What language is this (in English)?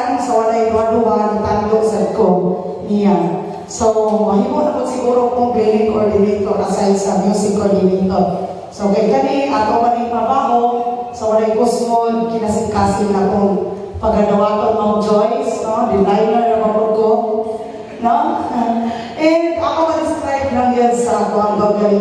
Cebuano